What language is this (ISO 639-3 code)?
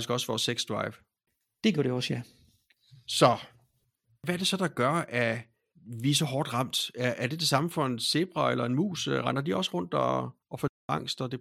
dan